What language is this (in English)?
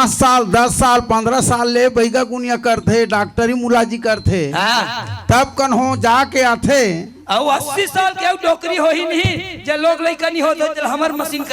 Chhattisgarhi